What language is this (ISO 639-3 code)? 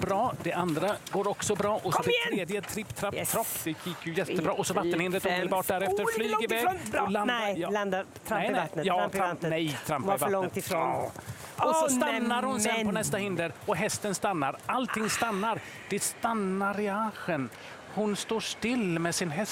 swe